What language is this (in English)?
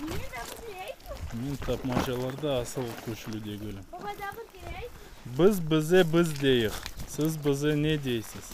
Crimean Tatar